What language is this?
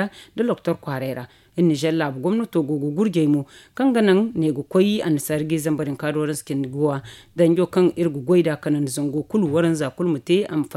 Zarma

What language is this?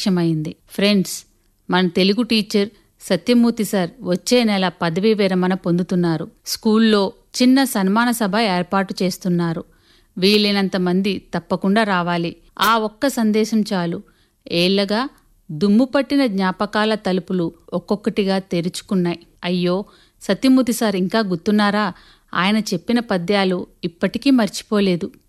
Telugu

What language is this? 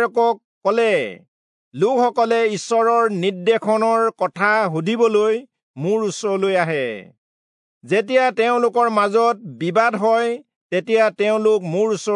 Assamese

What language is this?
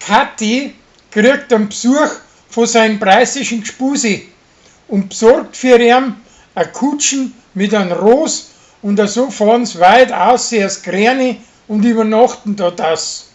Bavarian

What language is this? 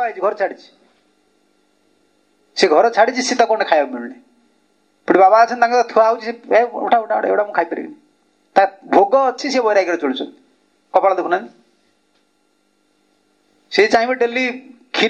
Odia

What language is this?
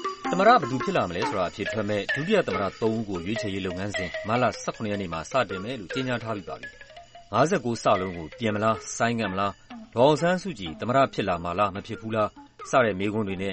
Burmese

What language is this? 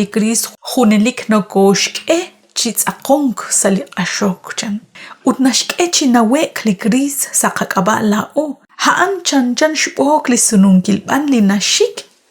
Kekchí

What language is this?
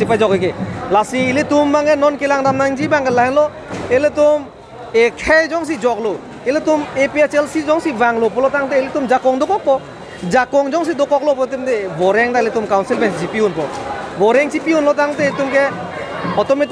Karbi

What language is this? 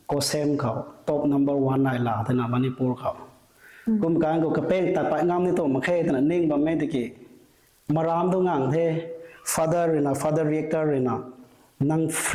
Rongmei Naga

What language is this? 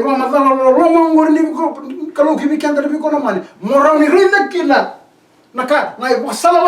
Fijian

